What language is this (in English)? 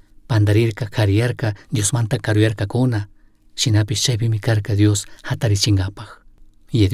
Chimborazo Highland Quichua